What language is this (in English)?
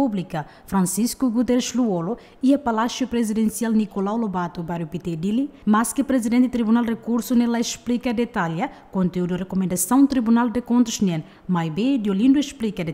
Tetum